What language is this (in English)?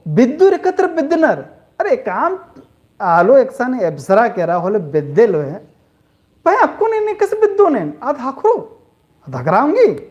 Kurukh